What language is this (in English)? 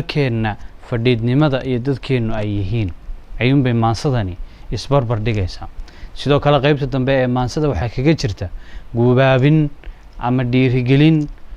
Somali